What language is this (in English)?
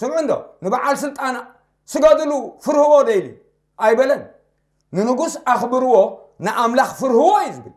Tigrinya